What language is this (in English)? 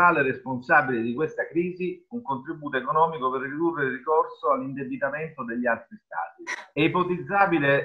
Italian